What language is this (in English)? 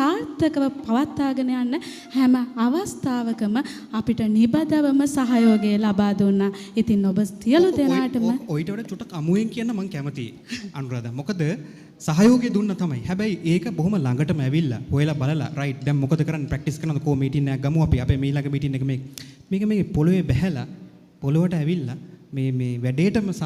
Sinhala